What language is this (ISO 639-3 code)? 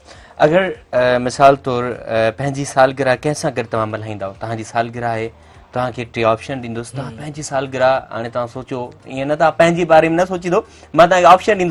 snd